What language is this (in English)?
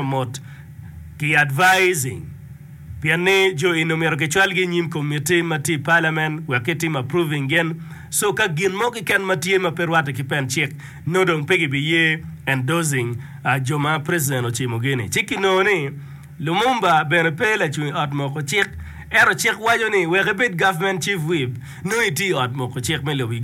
Acoli